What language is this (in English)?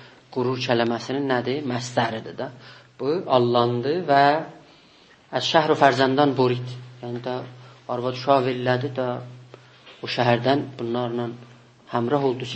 South Azerbaijani